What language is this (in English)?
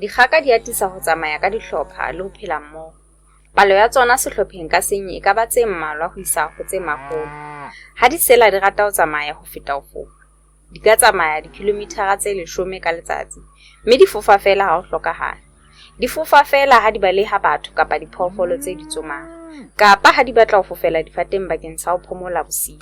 Southern Sotho